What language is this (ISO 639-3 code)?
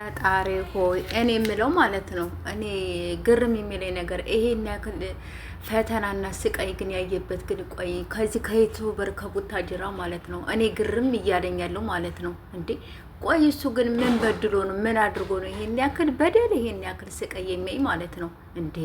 amh